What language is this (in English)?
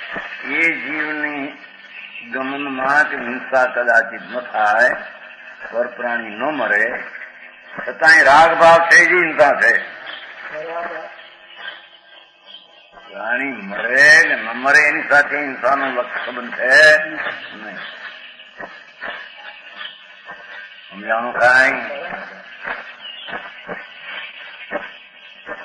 Gujarati